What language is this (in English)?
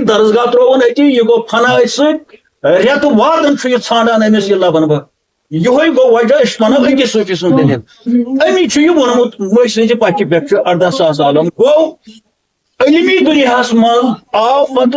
Kashmiri